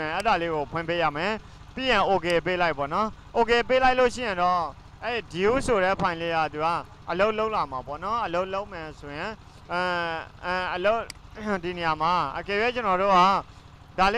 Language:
Burmese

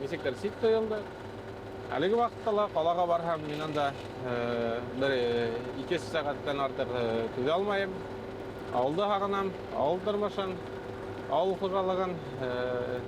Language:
Bashkir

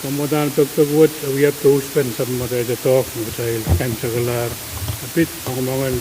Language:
Pohnpeian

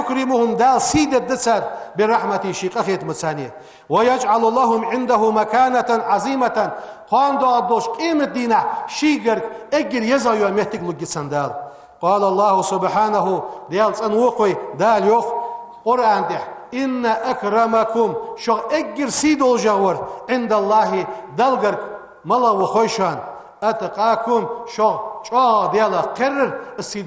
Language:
Ingush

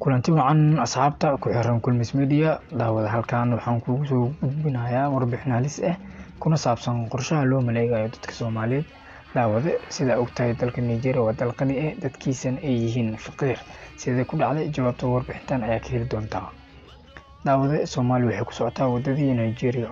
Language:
Somali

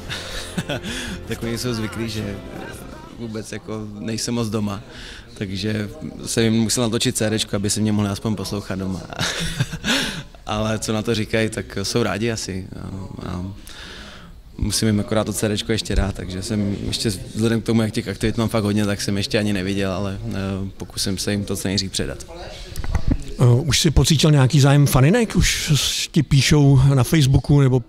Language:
Czech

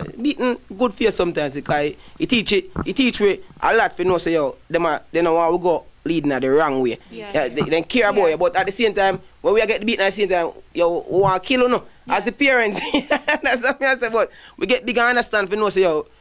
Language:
Jamaican Creole English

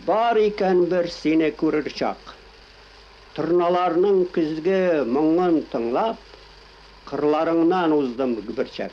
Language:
Tatar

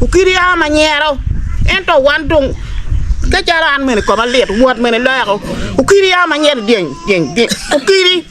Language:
Acoli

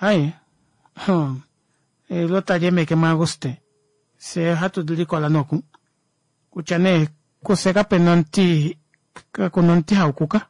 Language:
Kuanyama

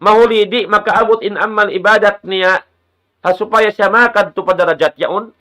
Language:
Tausug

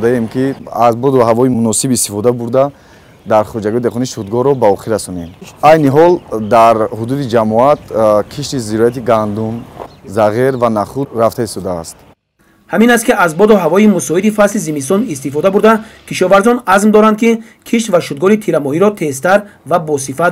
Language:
Tajik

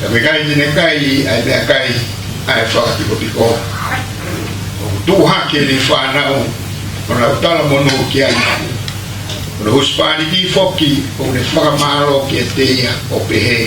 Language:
Tongan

